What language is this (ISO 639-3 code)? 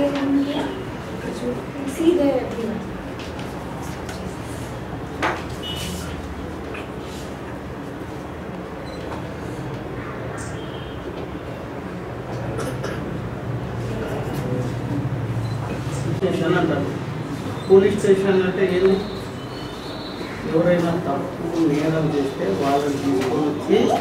tel